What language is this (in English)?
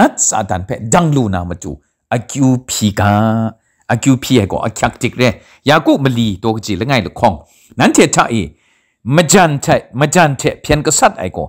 Kachin